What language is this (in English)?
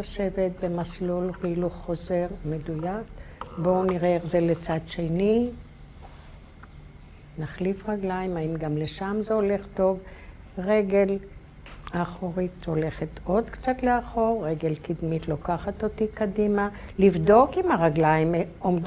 Hebrew